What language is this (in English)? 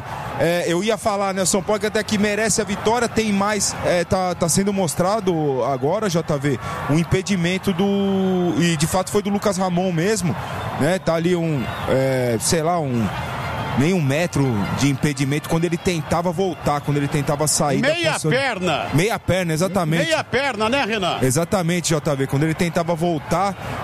Portuguese